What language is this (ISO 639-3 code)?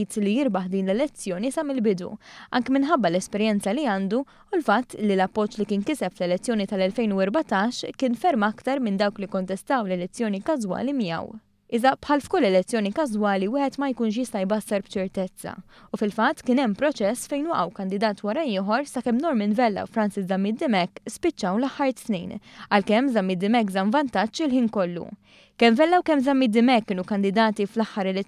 mlt